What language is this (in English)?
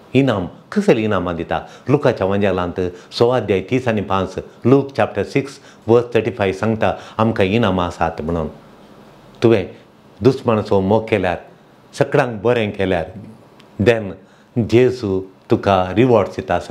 Konkani